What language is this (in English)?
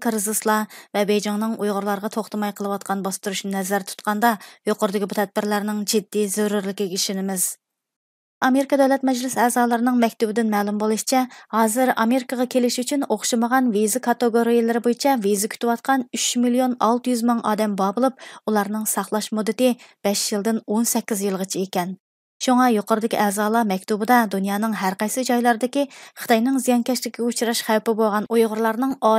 Uyghur